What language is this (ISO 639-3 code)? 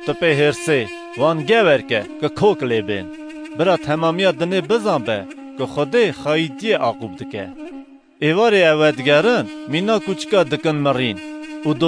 kur